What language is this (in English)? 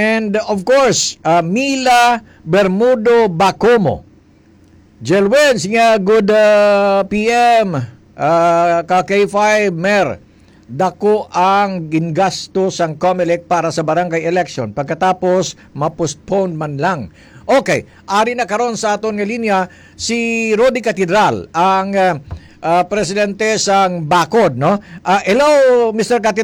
Hiligaynon